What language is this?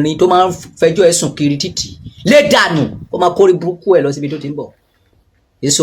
Yoruba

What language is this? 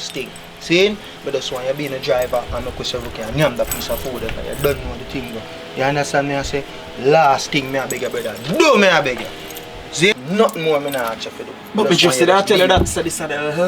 Jamaican Creole English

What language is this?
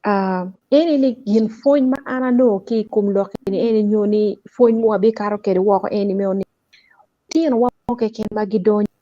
Acoli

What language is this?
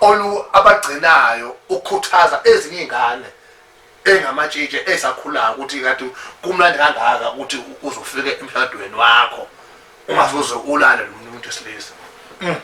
Zulu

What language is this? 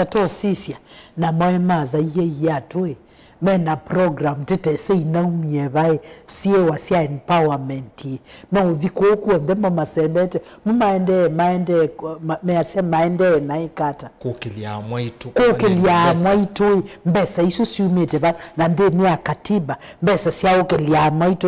Kamba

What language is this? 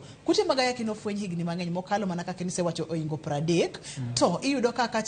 Luo (Kenya and Tanzania)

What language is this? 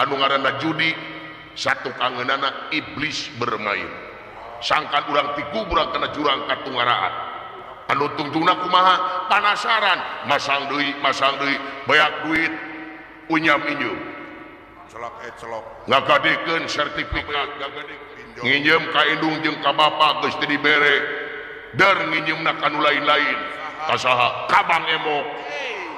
Sundanese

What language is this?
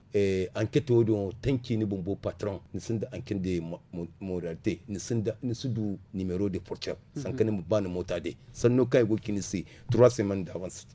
Zarma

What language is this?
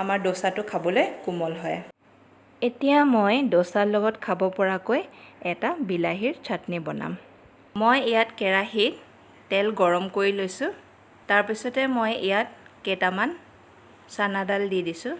Assamese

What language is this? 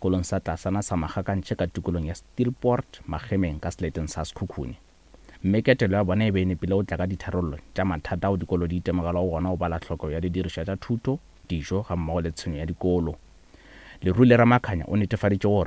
Northern Sotho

